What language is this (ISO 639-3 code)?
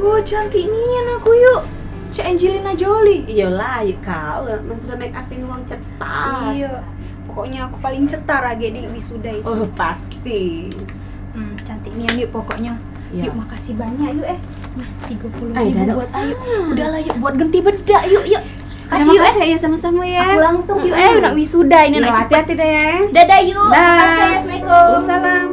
mui